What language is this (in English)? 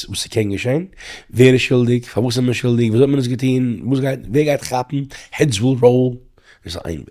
Yiddish